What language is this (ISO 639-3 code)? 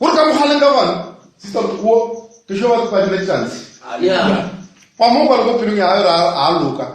nso